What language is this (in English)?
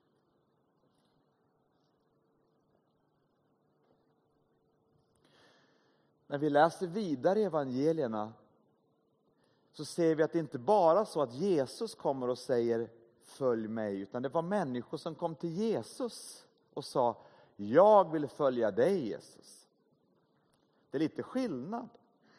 Swedish